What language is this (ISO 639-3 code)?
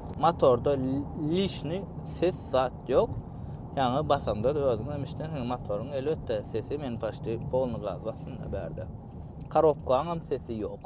tuk